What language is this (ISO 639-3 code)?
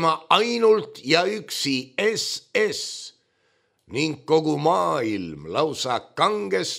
est